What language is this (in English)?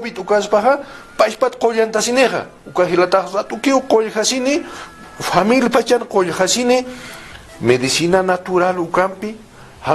Aymara